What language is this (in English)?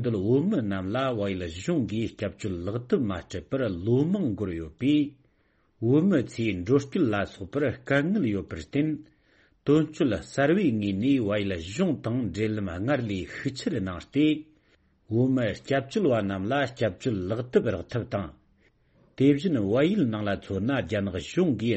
Tibetan